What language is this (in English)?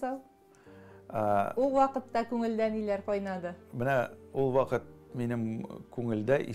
Tatar